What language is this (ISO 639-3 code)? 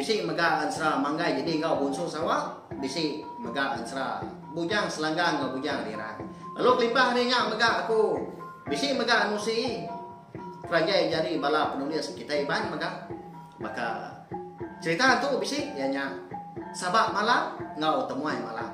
iba